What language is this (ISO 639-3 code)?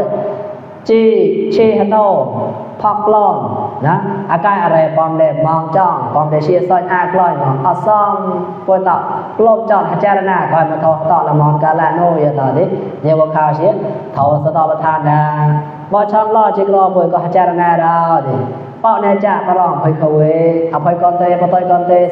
mnw